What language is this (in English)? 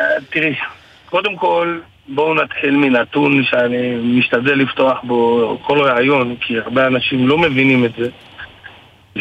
Hebrew